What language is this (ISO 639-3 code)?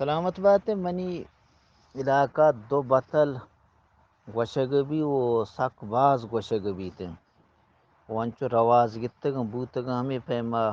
bgp